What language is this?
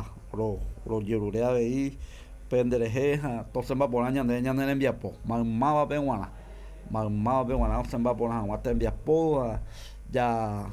Guarani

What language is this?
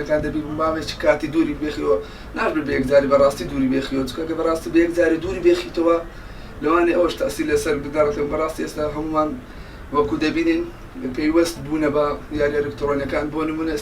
Central Kurdish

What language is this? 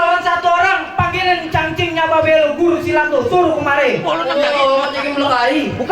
Betawi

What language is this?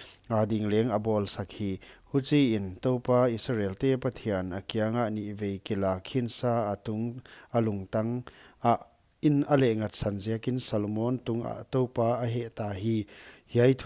Paite Chin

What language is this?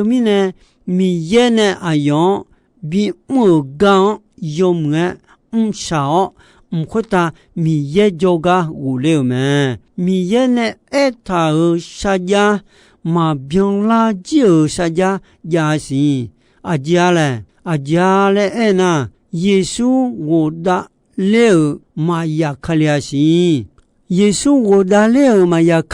Akha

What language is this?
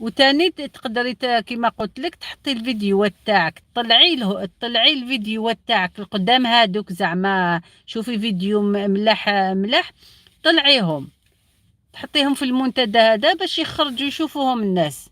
Algerian Arabic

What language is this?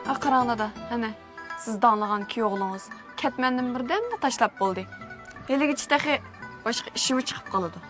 Uyghur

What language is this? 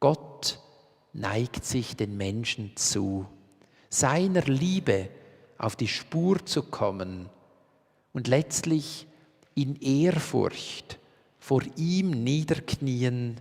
Swiss German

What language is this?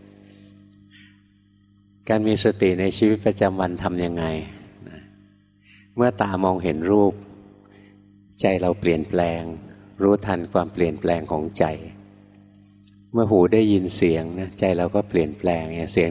Thai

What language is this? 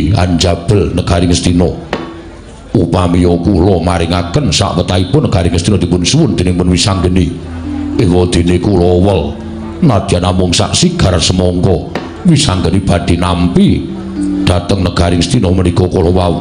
Javanese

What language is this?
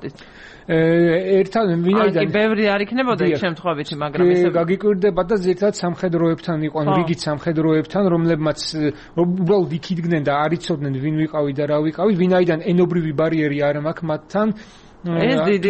Georgian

